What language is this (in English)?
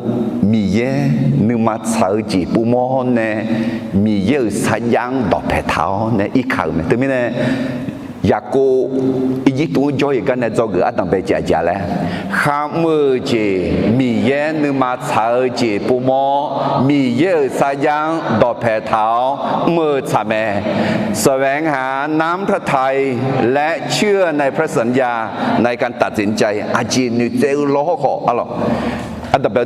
Akha